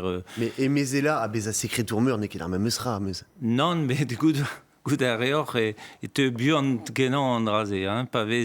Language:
Breton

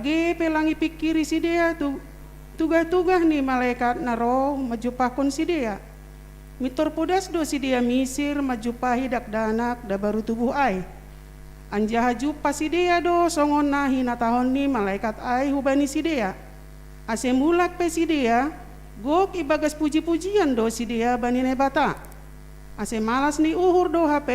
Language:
Batak Simalungun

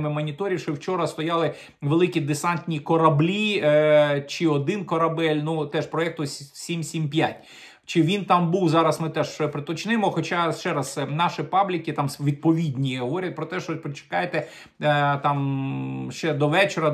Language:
Ukrainian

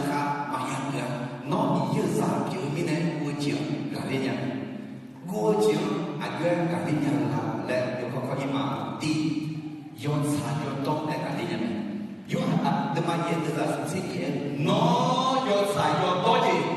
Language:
Akha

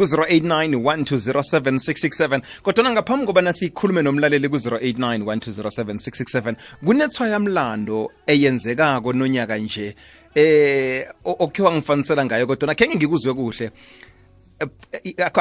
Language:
South Ndebele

